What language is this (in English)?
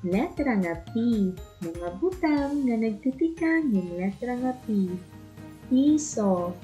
Waray